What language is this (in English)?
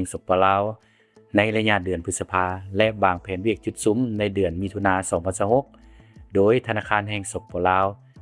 Lao